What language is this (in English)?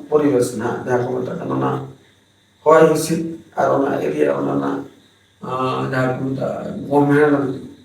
Santali